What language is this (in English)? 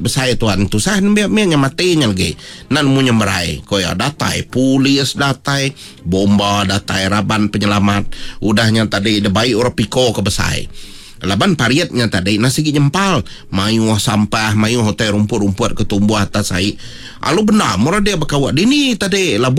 Iban